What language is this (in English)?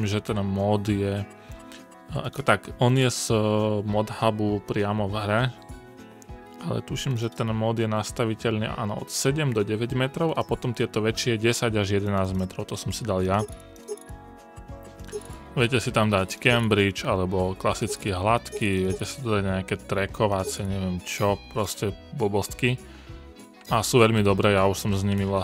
Slovak